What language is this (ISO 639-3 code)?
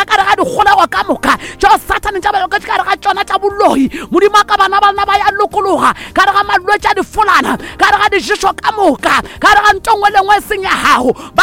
nso